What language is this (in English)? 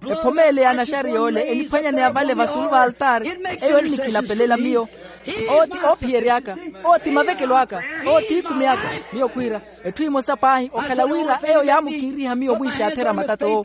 Makhuwa